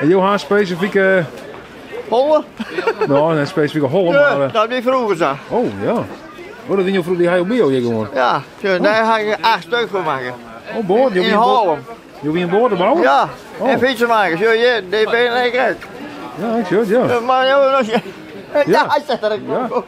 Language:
Western Frisian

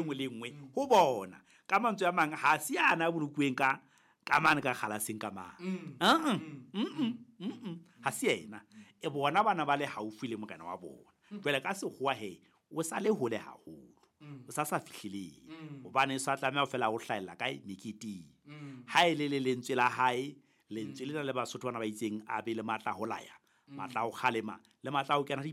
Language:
Southern Sotho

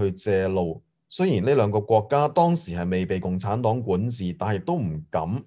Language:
Cantonese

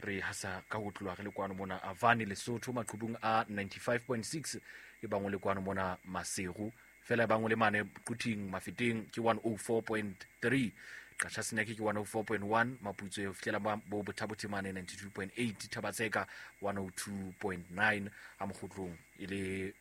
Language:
Southern Sotho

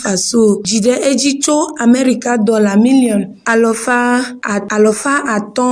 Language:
Ewe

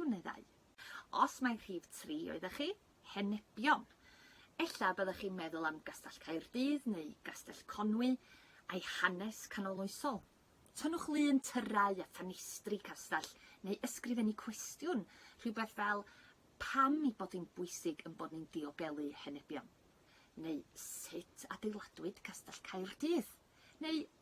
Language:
Welsh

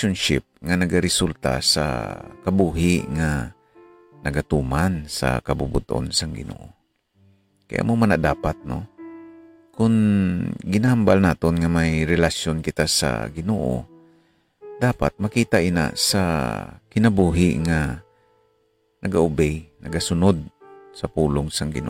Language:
Hiligaynon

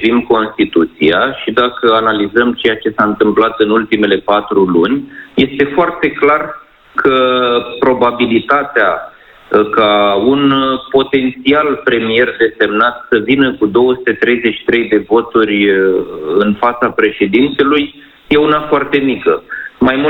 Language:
Romanian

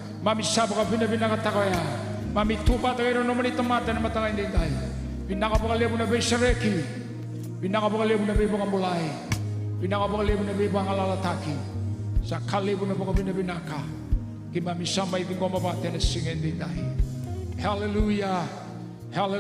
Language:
Fijian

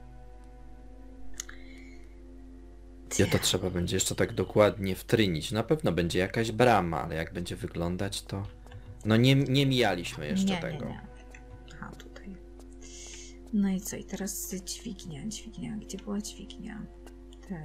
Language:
Polish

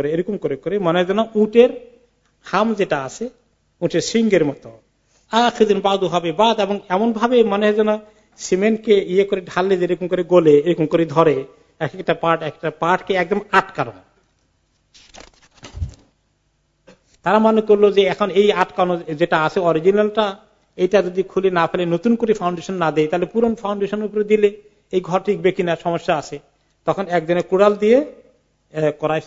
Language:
Bangla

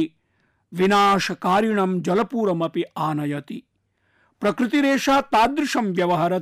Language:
Sanskrit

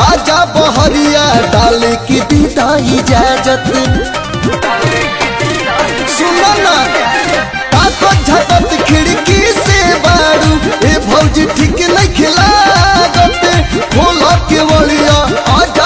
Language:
Bhojpuri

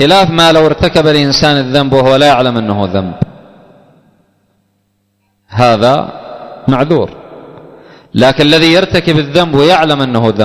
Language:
Arabic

